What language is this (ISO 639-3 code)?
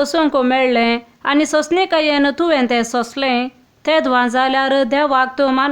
kok